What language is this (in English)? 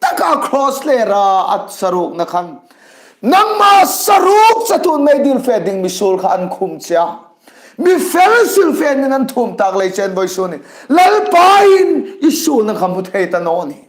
Hmar